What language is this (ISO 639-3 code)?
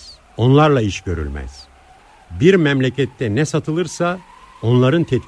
tur